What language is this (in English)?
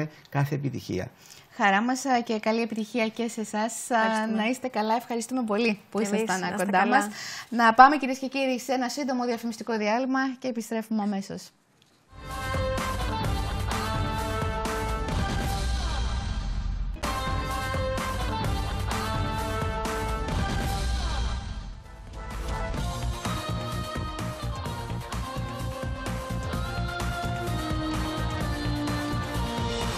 Greek